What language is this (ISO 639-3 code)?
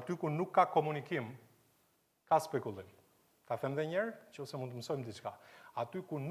sqi